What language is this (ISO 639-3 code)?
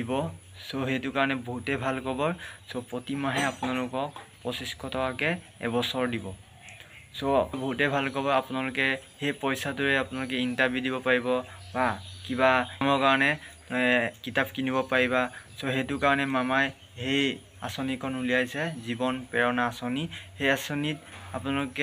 asm